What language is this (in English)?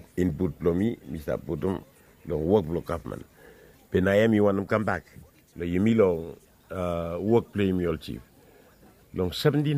Bislama